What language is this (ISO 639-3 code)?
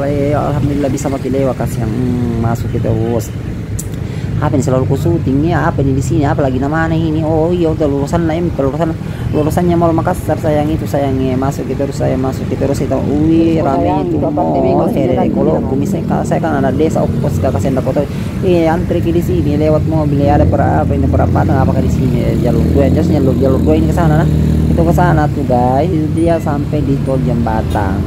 ind